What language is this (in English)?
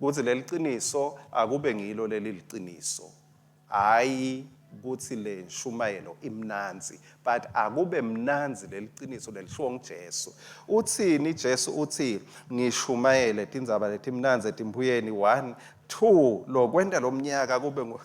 Swati